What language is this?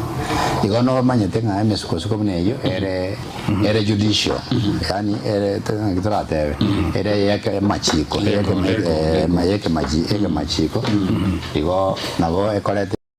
Gusii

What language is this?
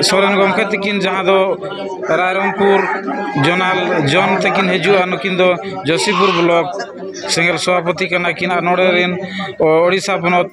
Santali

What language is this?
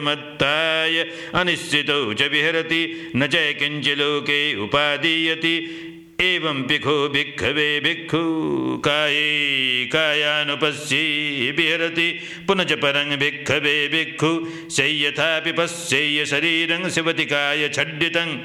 Pali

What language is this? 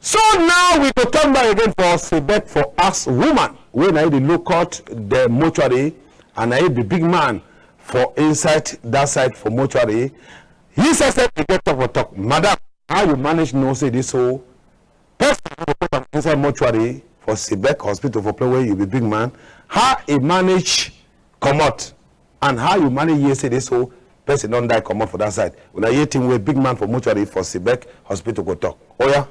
Cameroon Pidgin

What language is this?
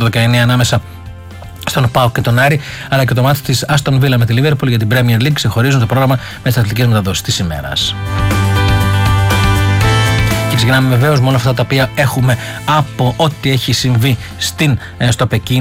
Greek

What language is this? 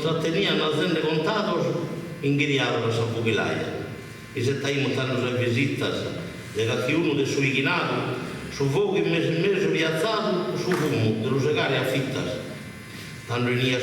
Sardinian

